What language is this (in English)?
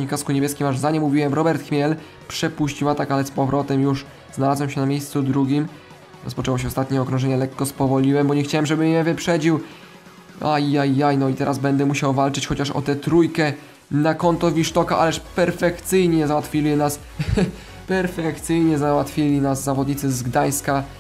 Polish